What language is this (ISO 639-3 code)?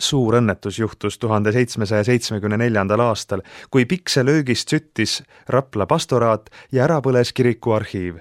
est